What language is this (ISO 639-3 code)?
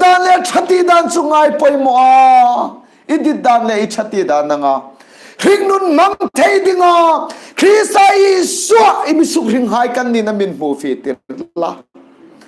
hmr